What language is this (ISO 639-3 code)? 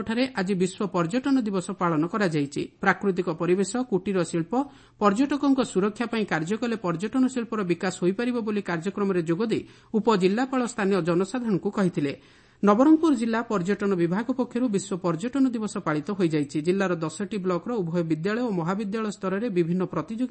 ori